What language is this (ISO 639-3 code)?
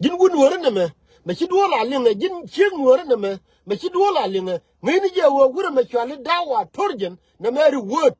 nus